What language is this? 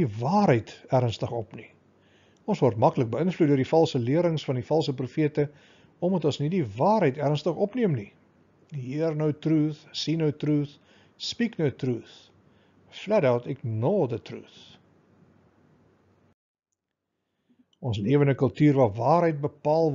Afrikaans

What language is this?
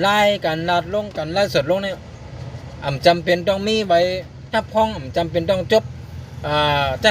Shan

